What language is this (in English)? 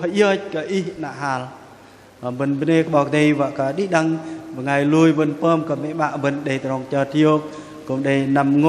Bahnar